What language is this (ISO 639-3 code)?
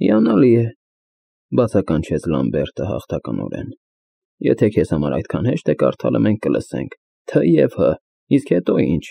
hye